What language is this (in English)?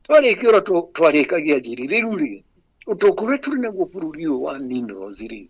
Kikuyu